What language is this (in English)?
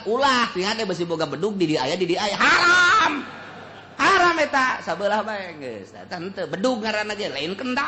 Sundanese